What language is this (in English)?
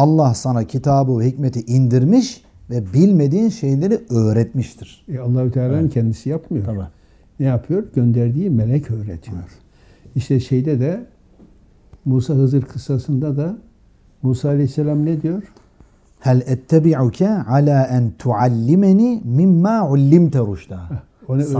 Turkish